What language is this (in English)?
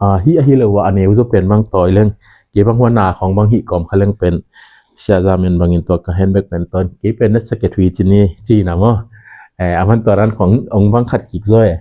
Tedim Chin